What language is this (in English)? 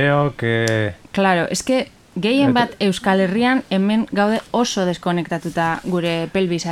Basque